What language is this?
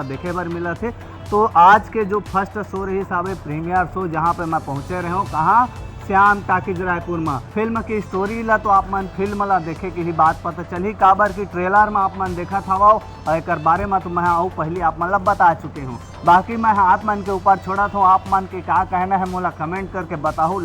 Chhattisgarhi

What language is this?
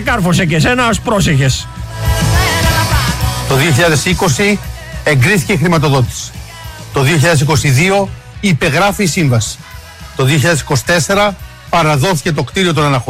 Greek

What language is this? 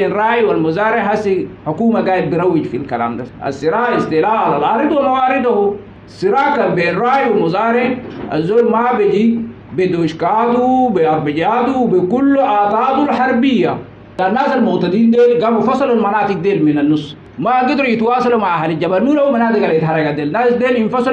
Sudanese Arabic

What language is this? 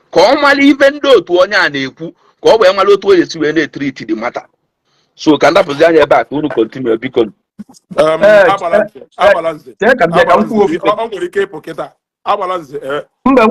Igbo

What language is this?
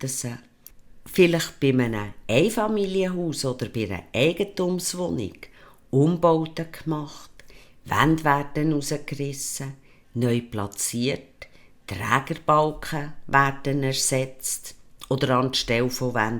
Swiss German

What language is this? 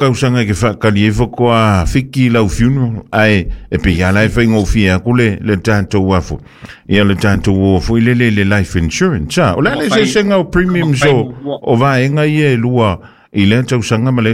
Samoan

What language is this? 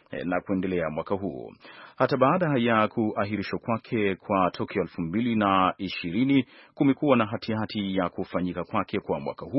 Swahili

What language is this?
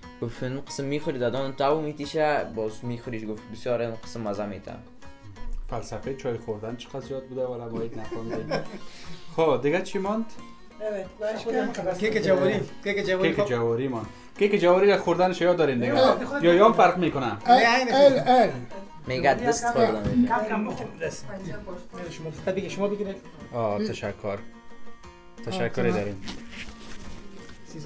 Persian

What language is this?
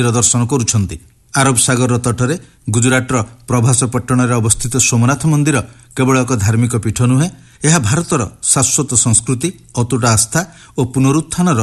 Odia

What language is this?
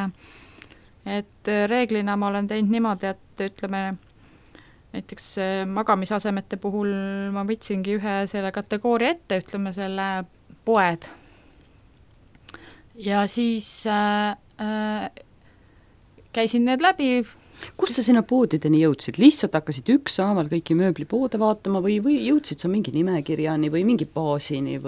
Estonian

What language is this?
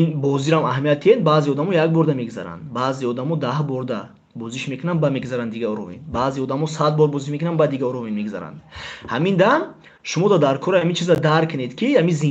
Tajik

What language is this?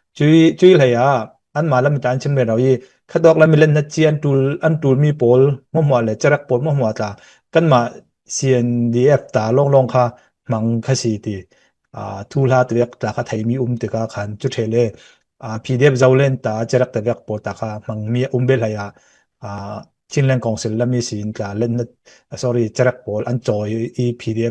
Falam Chin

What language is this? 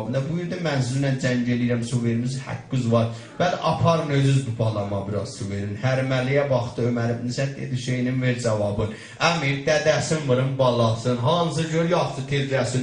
South Azerbaijani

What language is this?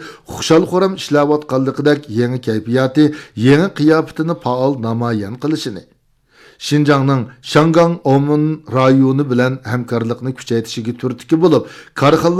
Uyghur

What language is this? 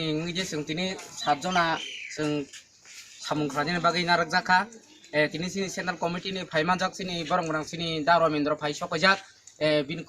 Kok Borok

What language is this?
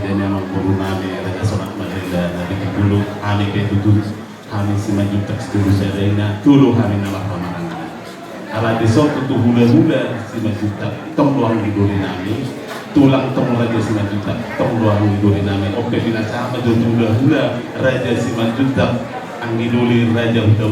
Batak Toba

